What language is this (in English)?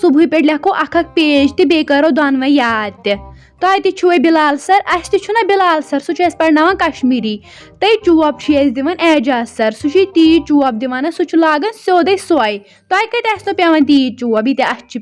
Kashmiri